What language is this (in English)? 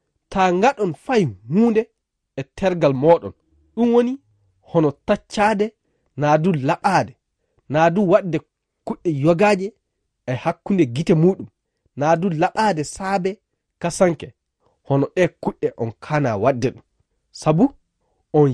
Fula